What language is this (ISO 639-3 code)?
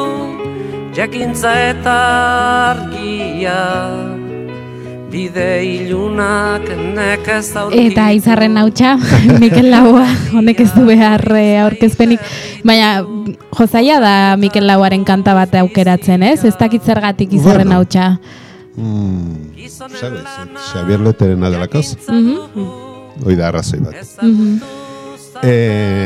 eus